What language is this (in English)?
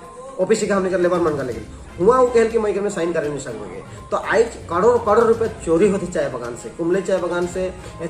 Sadri